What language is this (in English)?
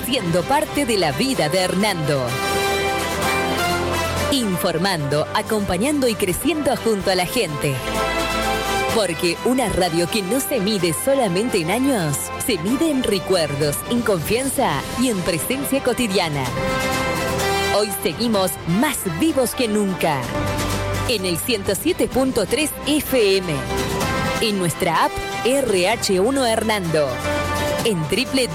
Spanish